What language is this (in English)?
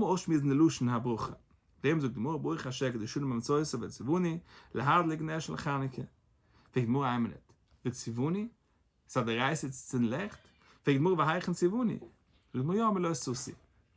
Yiddish